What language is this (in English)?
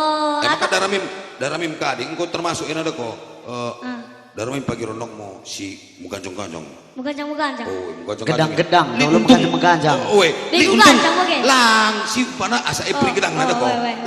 Batak Karo